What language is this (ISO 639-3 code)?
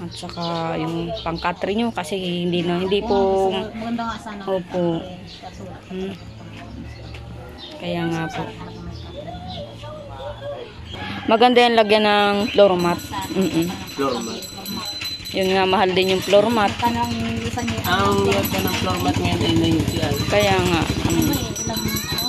fil